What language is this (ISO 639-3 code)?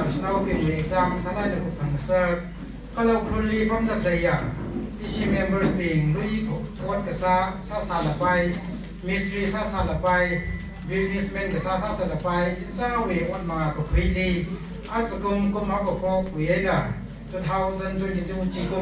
nmf